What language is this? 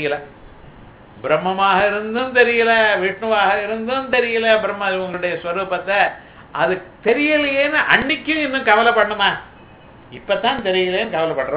Tamil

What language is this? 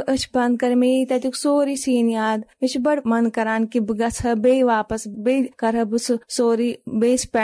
Kashmiri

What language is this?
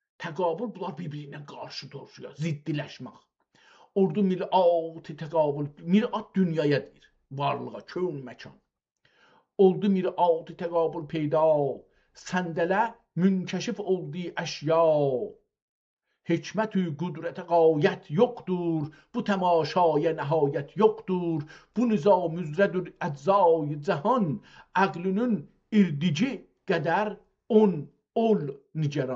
South Azerbaijani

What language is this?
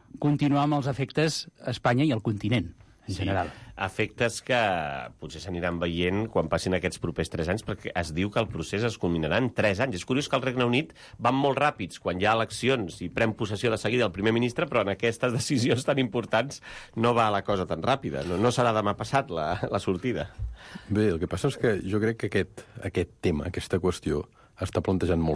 Catalan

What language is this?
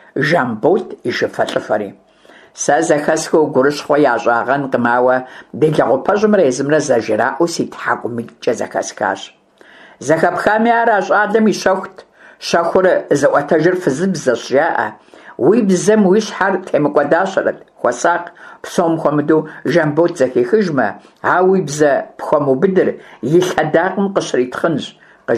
Kabardian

